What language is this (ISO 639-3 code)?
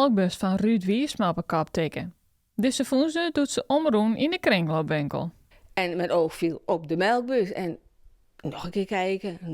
fry